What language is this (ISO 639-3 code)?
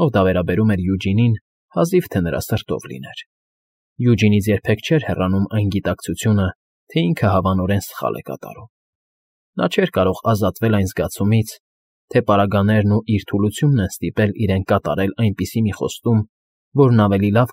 hye